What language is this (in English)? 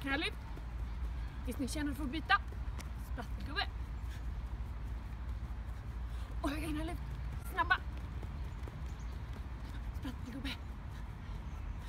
Swedish